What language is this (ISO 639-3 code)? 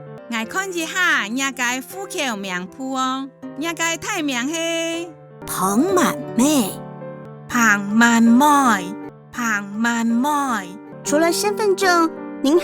hak